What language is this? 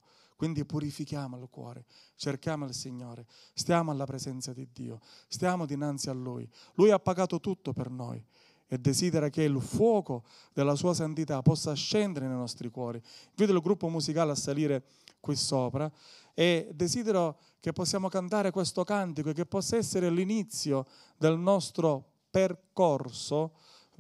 Italian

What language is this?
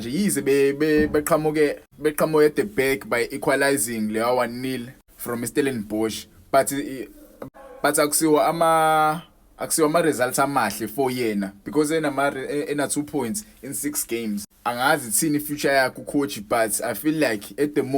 Zulu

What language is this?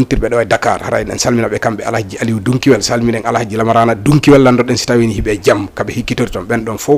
Fula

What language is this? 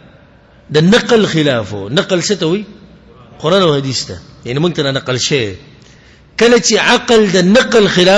Pashto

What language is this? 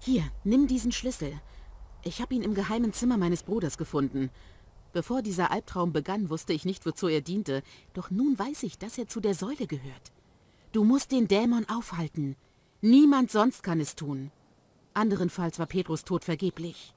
Bavarian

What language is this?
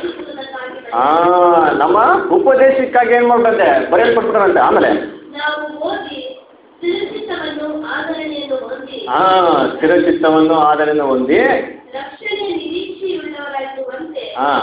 Kannada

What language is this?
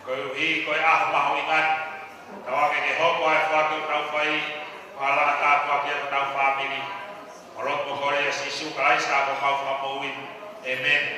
Tongan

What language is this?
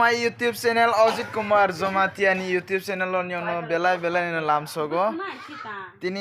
Kok Borok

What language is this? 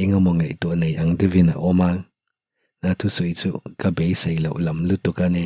Mizo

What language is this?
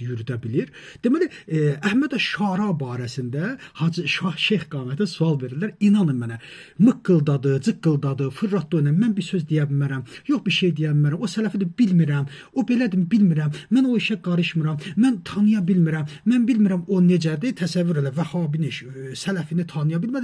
Azerbaijani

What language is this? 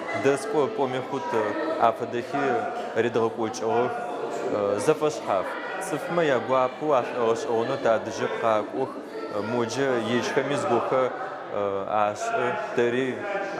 Adyghe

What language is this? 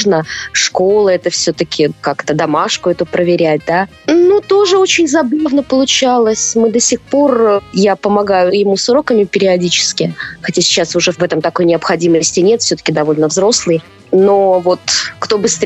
Russian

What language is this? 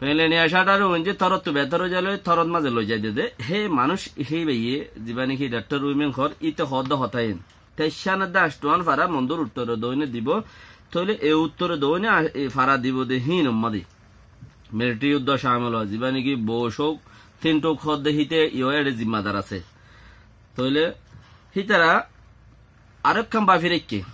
Rohingya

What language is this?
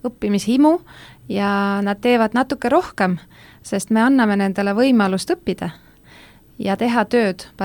Estonian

